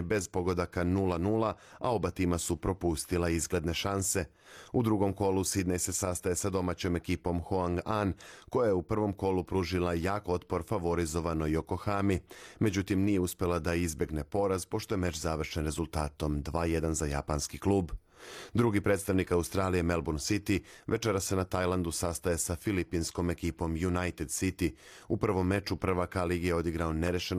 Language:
Serbian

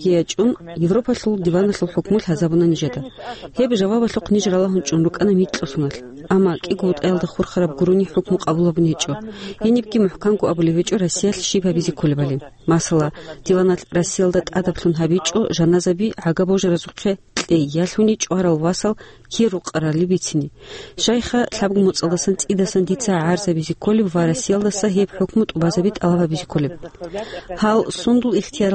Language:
Avaric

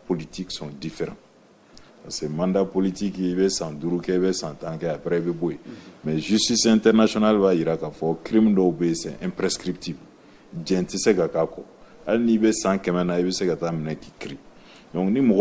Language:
Bambara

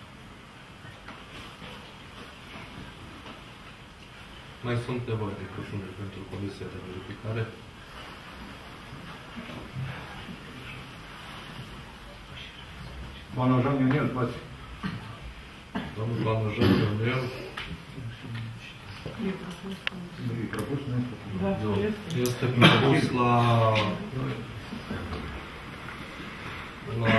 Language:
Romanian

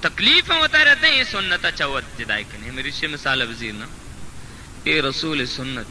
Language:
Baluchi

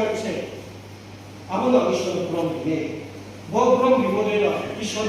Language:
Riang (India)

